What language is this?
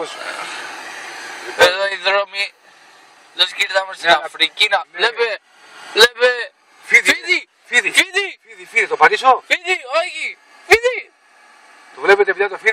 Greek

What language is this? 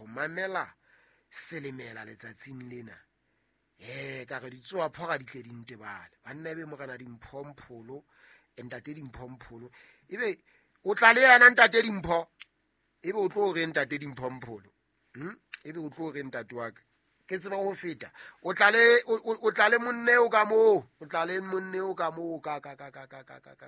Southern Sotho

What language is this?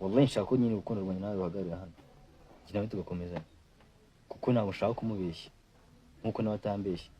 Kinyarwanda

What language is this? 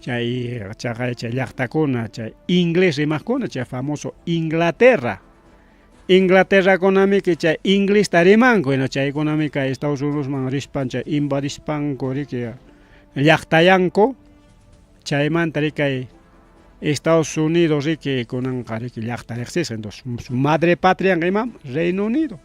Ayacucho Quechua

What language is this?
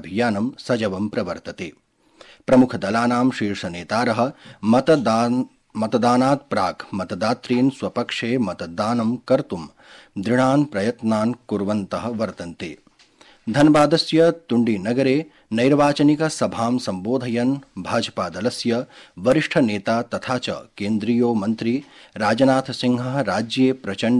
Sanskrit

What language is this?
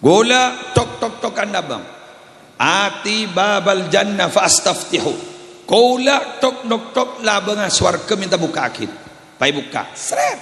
Madurese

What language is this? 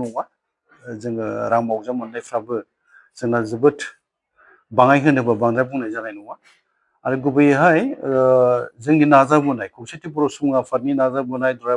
Bodo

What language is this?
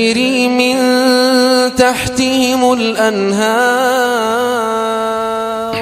Kumyk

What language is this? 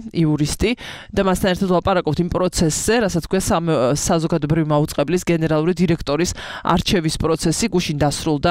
Georgian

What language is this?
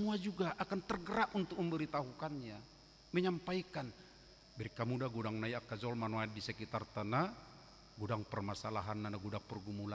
Batak Toba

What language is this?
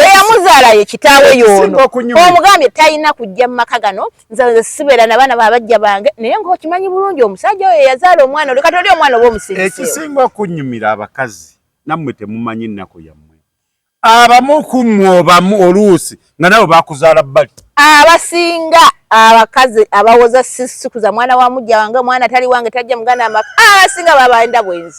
Ganda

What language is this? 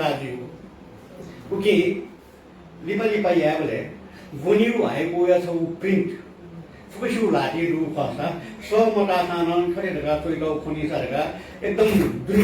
Newari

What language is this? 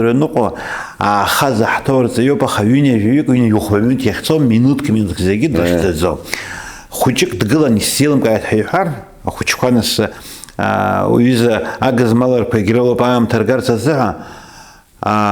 Abkhazian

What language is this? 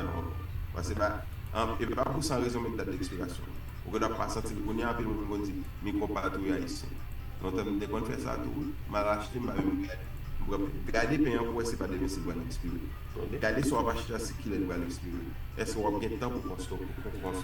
Haitian Creole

